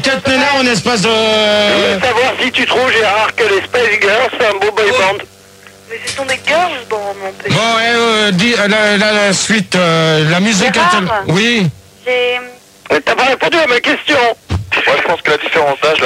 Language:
French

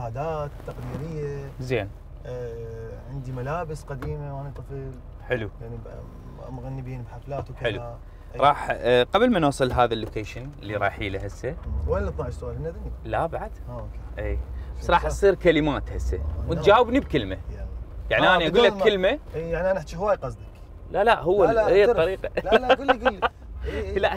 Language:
Mesopotamian Arabic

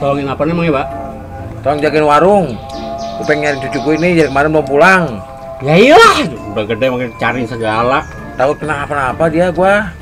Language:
Betawi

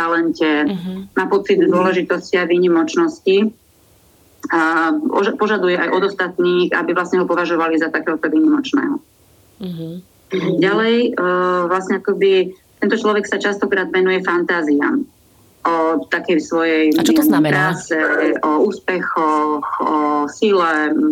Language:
Slovak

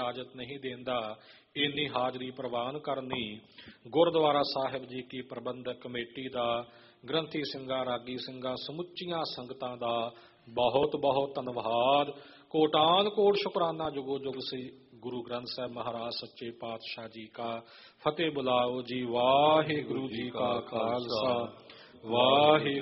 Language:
Punjabi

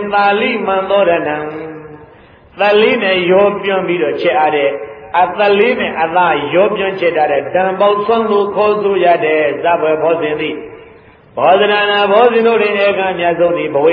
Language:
Burmese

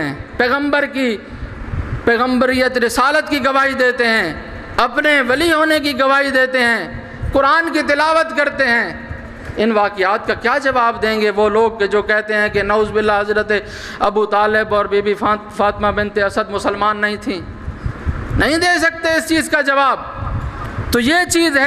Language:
Urdu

